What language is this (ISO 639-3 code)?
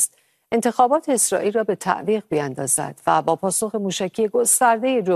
fas